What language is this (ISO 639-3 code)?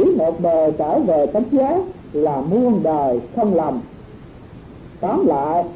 vie